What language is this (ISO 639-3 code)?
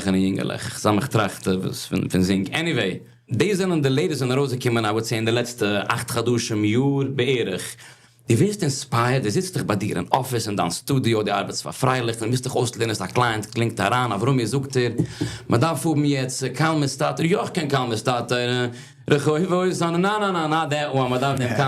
yid